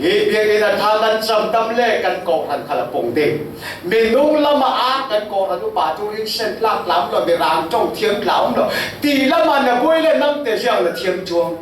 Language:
Falam Chin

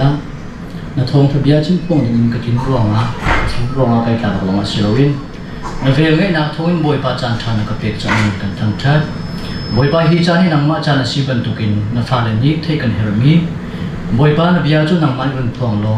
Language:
Hakha Chin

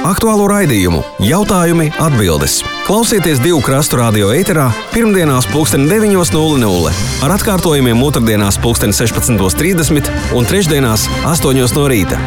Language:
Latvian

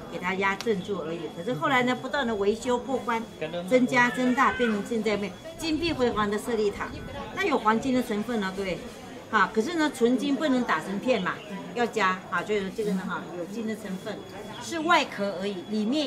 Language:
Chinese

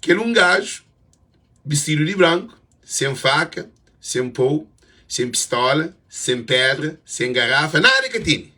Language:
Kabuverdianu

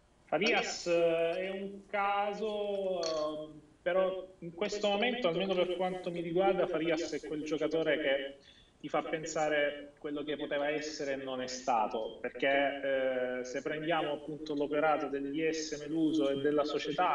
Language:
Italian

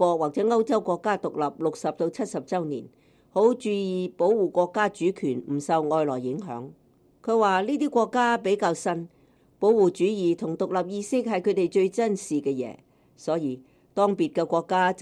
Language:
Cantonese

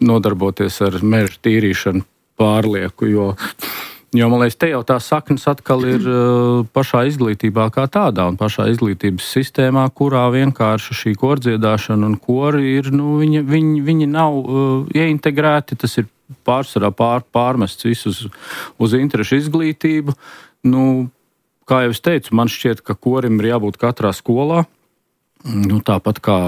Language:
Latvian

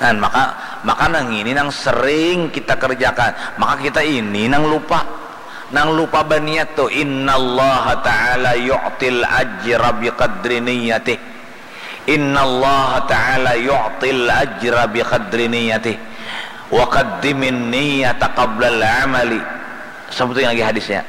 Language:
Banjar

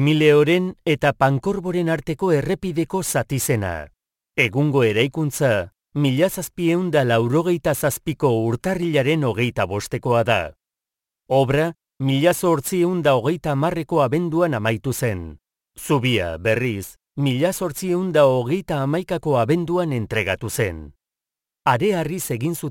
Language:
Basque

